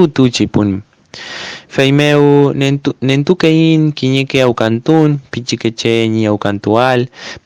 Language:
Mapuche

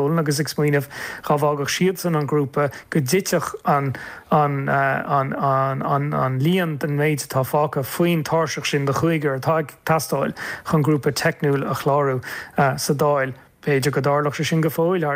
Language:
Irish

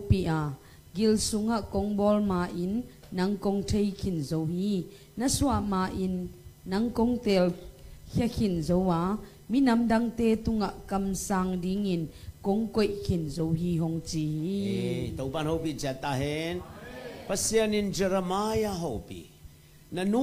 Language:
Tedim Chin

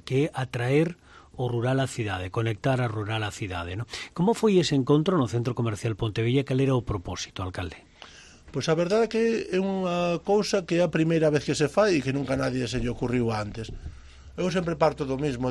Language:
Galician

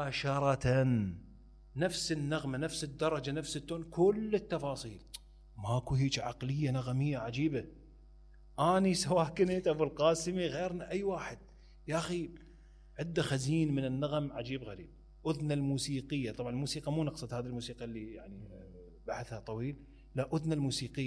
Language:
Mesopotamian Arabic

